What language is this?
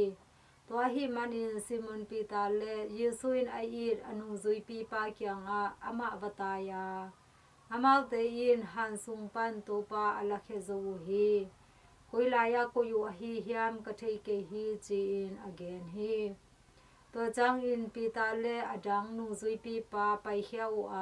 Tedim Chin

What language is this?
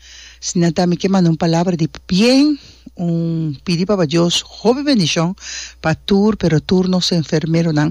Papiamento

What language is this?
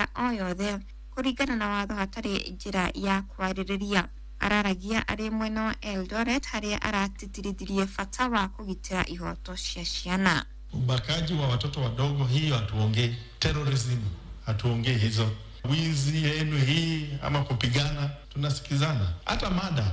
Kikuyu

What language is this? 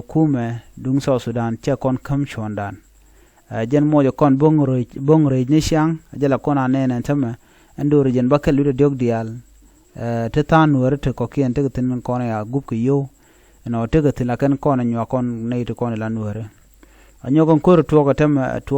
Nuer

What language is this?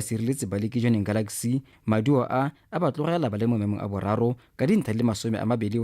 Tswana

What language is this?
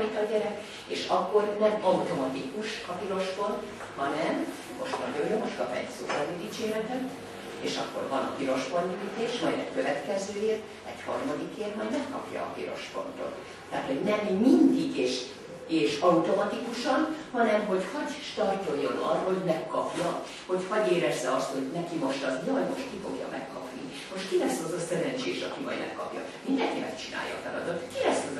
Hungarian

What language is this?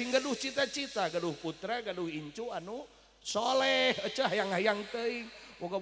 Sundanese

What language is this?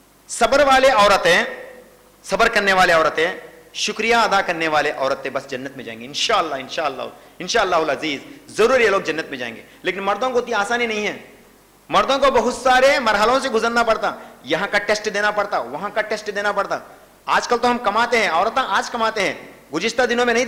Urdu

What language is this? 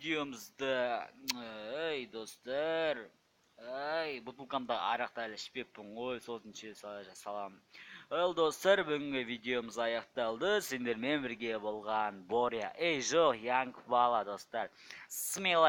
Kazakh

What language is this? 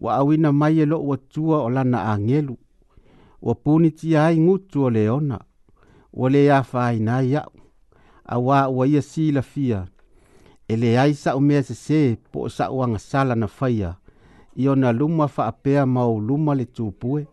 Samoan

